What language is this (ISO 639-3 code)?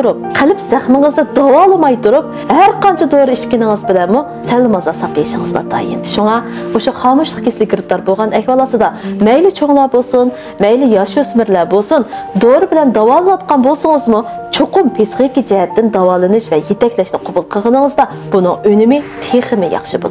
uig